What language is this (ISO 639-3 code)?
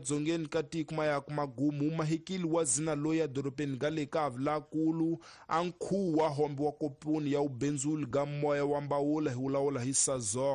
tso